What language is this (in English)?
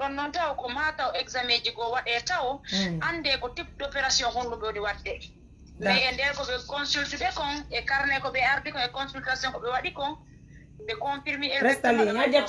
Fula